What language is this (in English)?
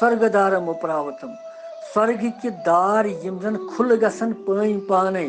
Kashmiri